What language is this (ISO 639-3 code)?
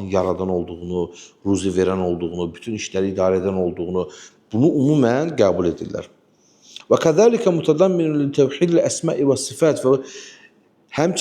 aze